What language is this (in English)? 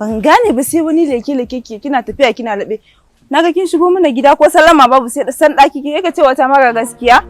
Hausa